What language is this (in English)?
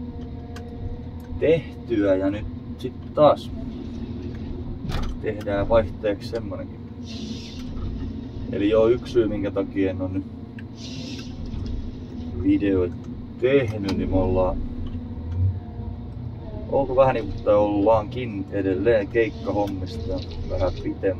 Finnish